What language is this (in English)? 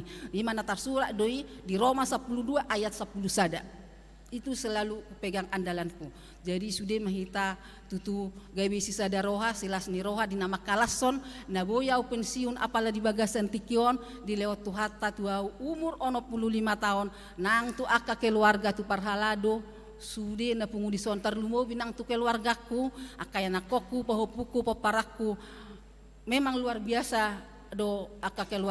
Batak Toba